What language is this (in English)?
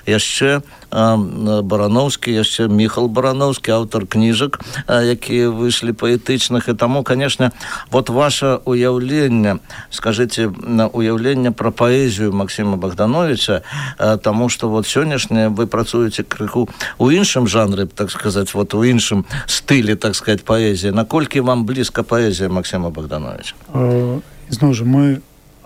Belarusian